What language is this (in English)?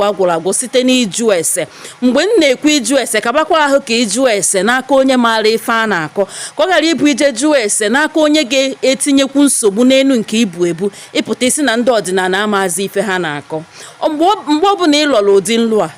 Igbo